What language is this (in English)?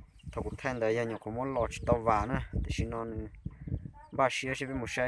Hmong